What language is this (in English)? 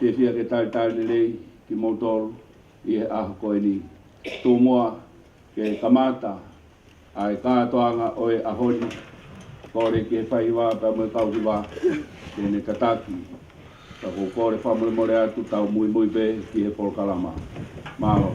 Tongan